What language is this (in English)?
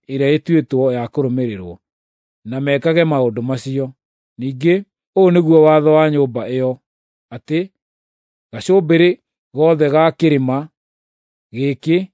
Kikuyu